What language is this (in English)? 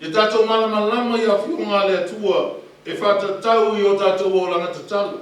Samoan